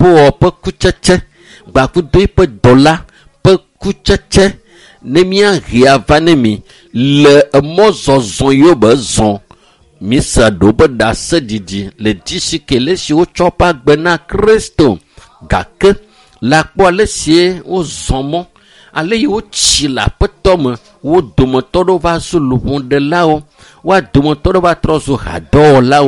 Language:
Ewe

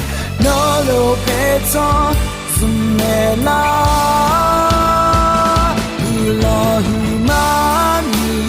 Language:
Akha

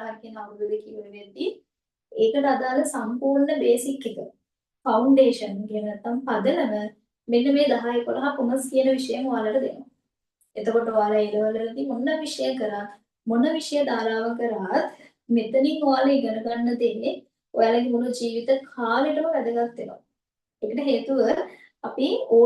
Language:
Sinhala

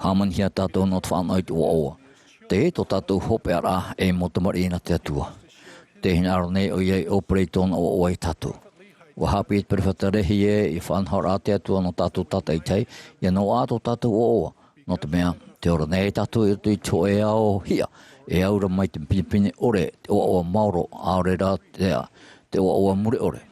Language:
Tahitian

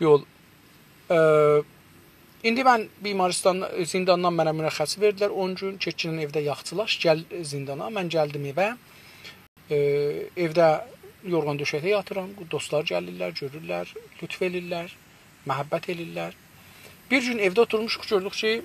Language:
South Azerbaijani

